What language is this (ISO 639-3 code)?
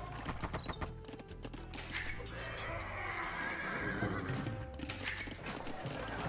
hun